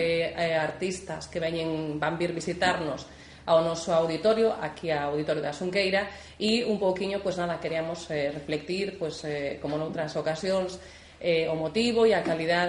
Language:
Galician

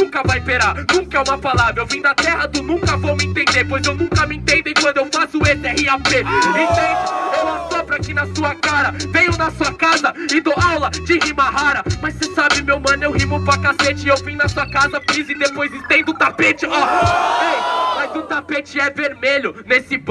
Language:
Portuguese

